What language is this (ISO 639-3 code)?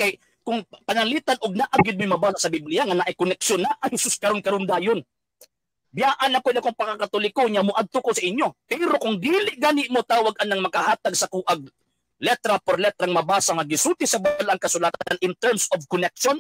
ceb